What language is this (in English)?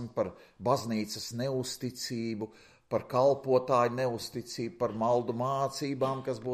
Latvian